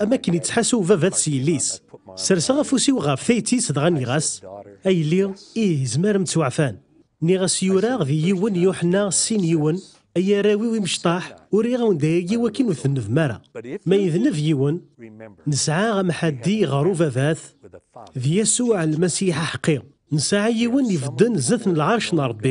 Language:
Kabyle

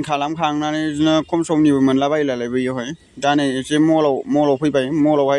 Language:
Bodo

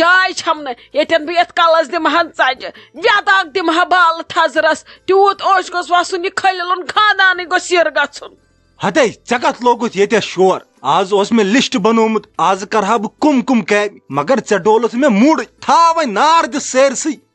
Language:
Kashmiri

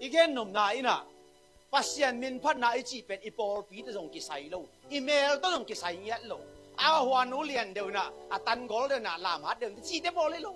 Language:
Tedim Chin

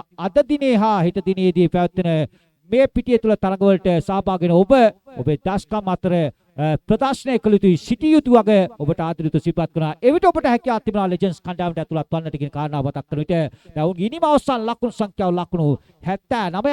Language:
Sinhala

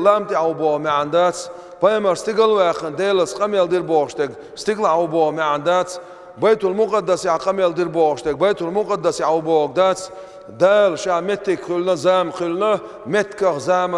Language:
Chechen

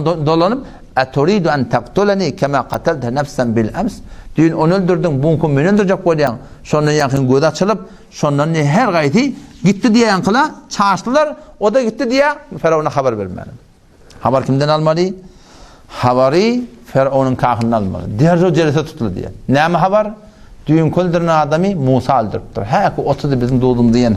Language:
Turkmen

